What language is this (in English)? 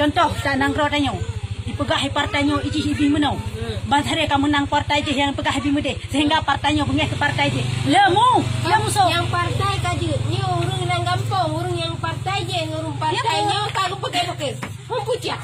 Achinese